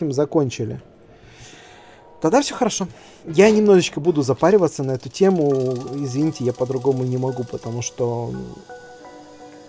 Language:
Russian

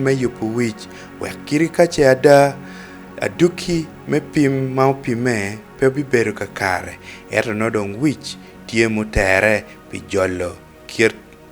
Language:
Acoli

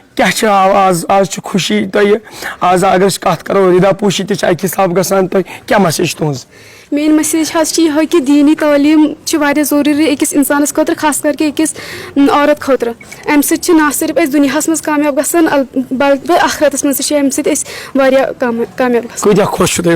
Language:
Kashmiri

